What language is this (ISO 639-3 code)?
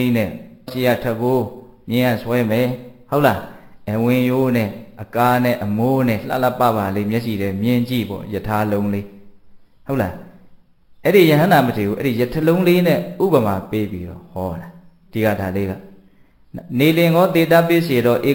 mya